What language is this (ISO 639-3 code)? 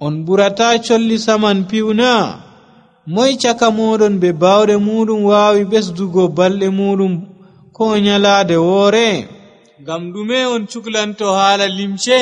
fuv